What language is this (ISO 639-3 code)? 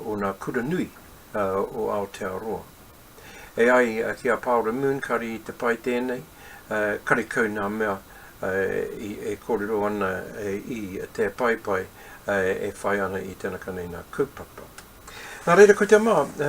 mri